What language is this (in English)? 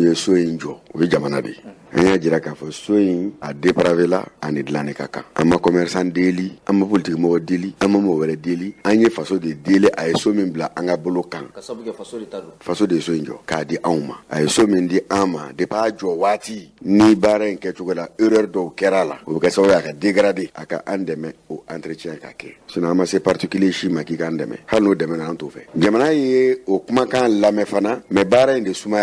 Bambara